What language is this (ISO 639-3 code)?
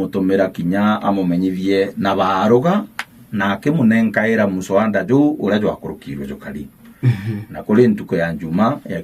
mer